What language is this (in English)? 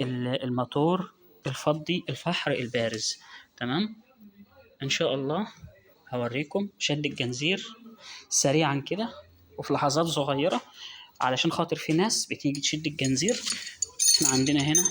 Egyptian Arabic